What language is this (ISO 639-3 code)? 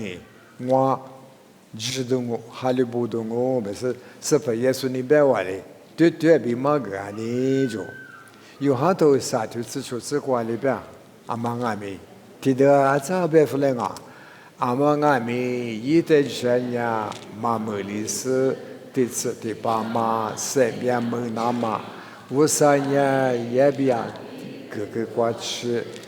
lis